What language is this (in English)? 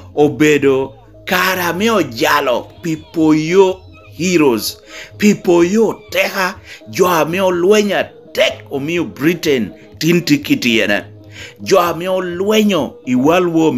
Lango (Uganda)